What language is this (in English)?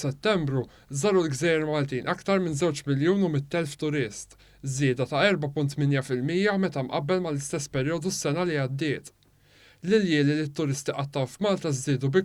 Maltese